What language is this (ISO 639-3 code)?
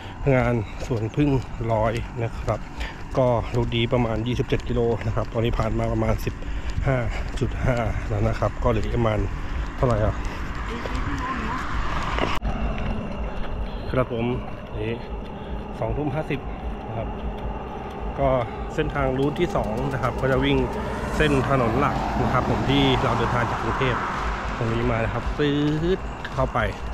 tha